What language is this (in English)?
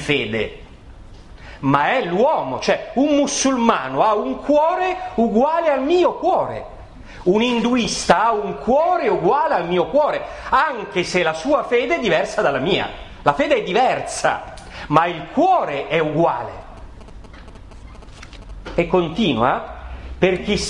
Italian